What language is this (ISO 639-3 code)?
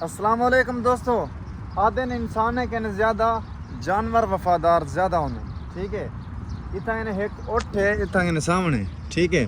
skr